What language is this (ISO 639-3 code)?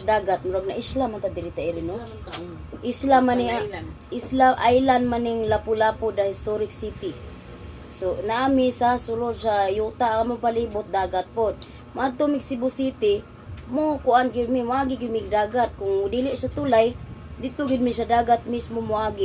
ceb